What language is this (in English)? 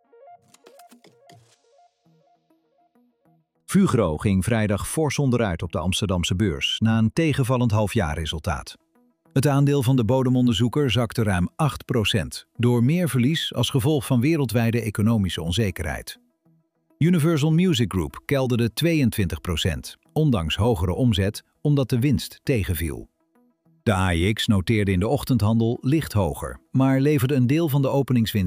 Dutch